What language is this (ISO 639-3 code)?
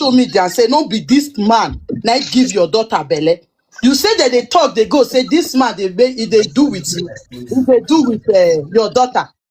pcm